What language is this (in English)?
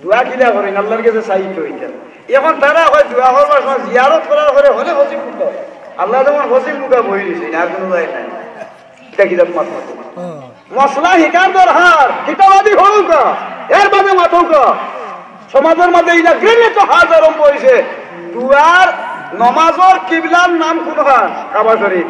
Sylheti